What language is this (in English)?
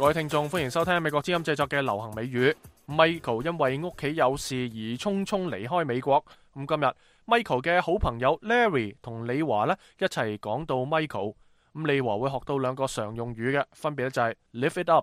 Cantonese